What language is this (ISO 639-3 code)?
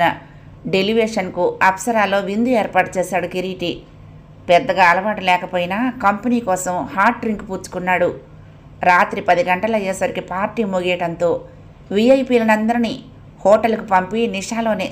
tel